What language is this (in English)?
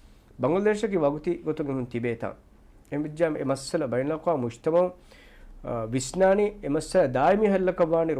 Divehi